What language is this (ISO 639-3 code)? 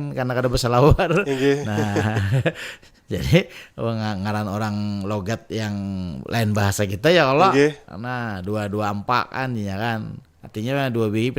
bjn